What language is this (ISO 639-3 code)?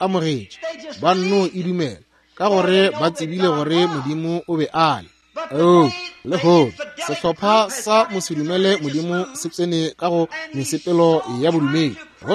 nso